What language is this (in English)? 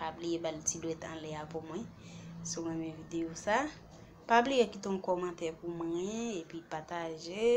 Haitian Creole